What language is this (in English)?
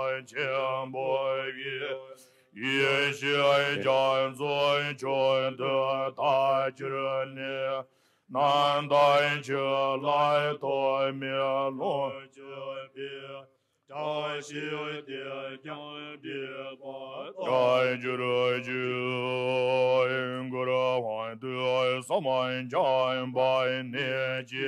Tibetan